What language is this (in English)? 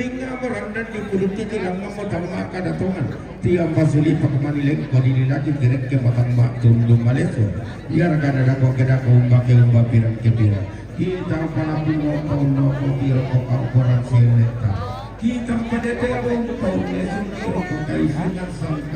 Toraja-Sa'dan